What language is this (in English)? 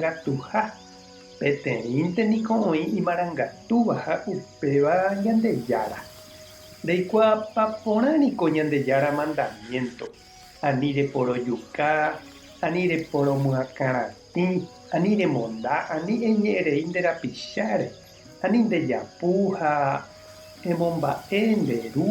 Guarani